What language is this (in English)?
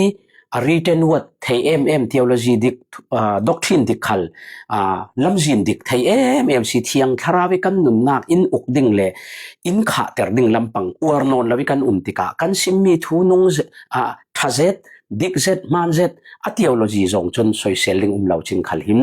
Falam Chin